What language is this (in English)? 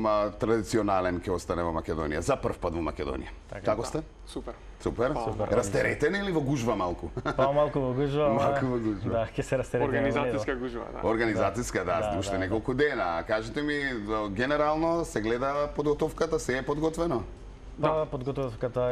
Macedonian